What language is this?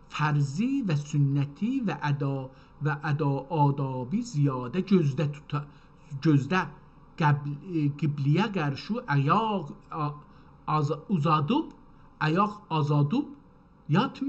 South Azerbaijani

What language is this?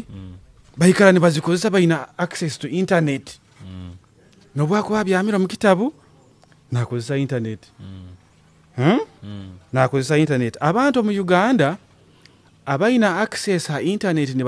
Nyoro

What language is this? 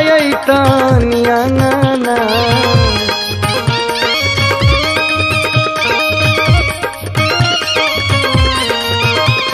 Bhojpuri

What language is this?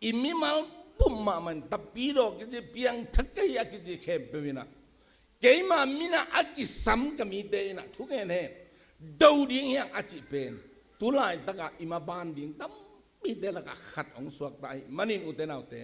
Tedim Chin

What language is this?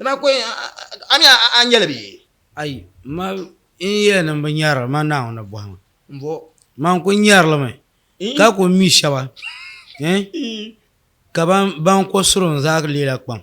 Dagbani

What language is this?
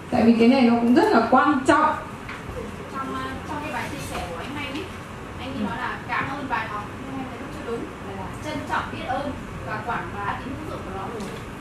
Vietnamese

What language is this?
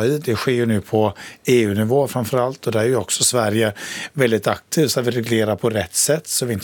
Swedish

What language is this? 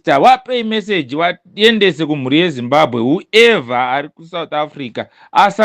Shona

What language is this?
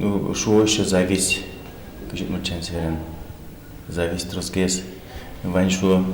Udmurt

